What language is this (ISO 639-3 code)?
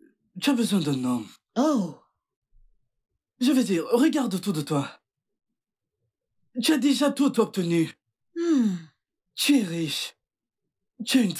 fra